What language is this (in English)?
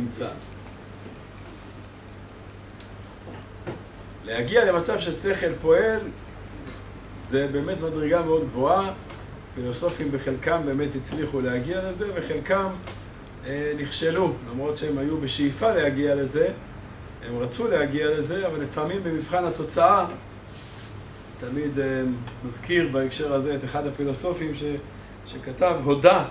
Hebrew